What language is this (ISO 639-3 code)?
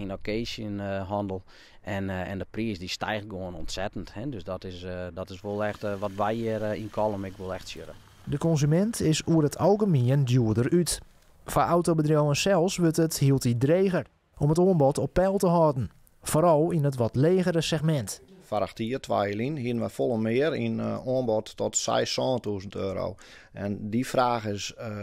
fry